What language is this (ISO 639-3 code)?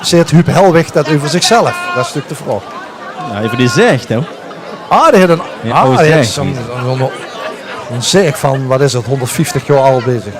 lim